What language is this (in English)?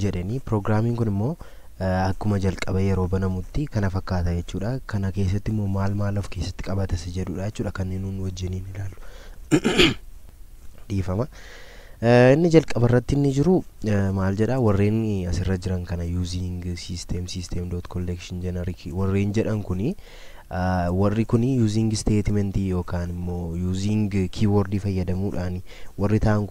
Oromo